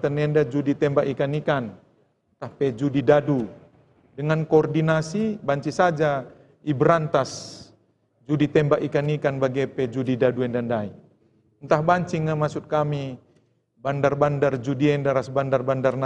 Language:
Batak Karo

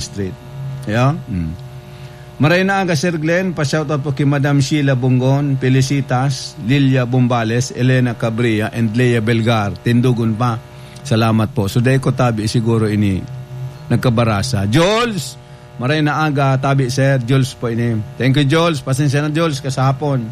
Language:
Bikol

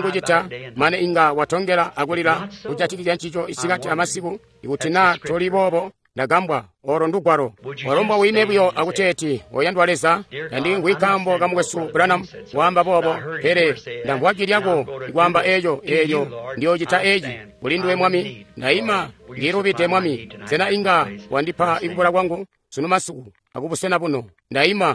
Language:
Tonga (Zambia)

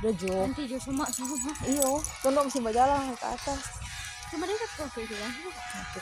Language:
Manado Malay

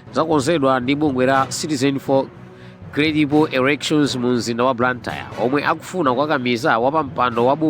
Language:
Nyanja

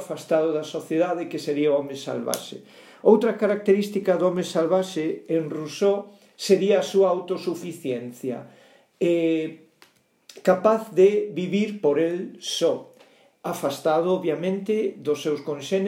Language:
Galician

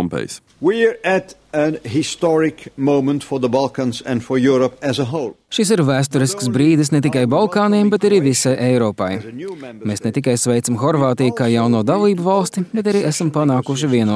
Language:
Latvian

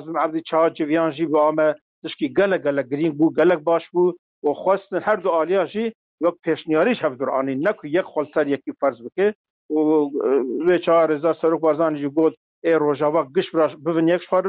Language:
Kurdish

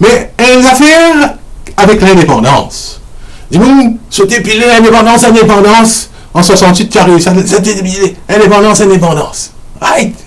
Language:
Morisyen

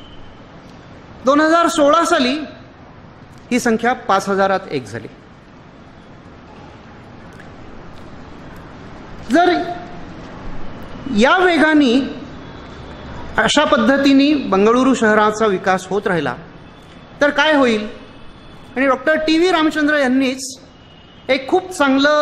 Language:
Marathi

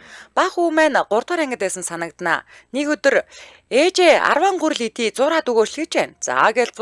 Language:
Mongolian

